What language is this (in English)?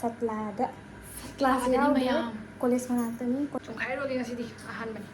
Manipuri